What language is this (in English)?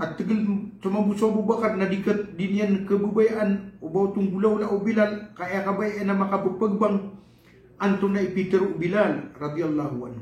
Maranao